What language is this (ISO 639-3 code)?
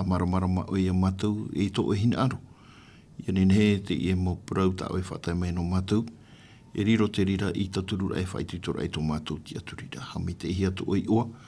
tah